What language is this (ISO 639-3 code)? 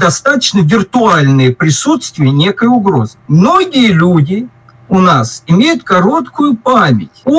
rus